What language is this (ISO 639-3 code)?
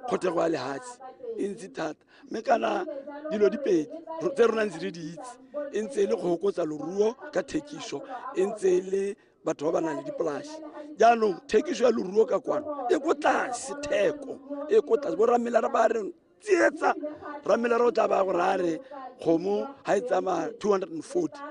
tsn